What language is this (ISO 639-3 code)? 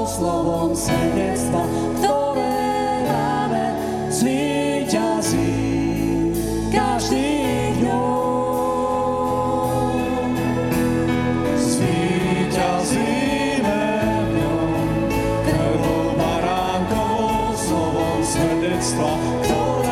slk